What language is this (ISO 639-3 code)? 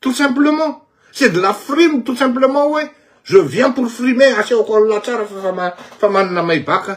mlg